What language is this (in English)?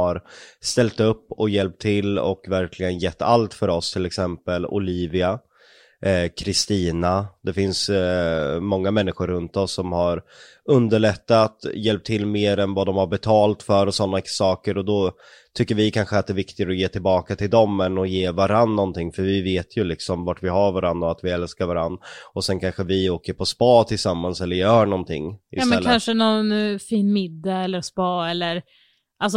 Swedish